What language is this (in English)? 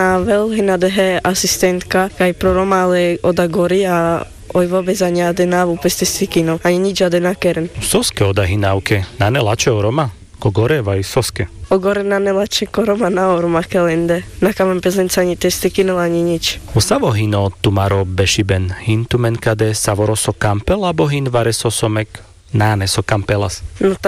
Carpathian Romani